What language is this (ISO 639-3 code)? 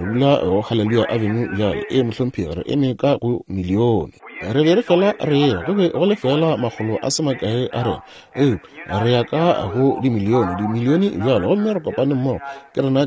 nso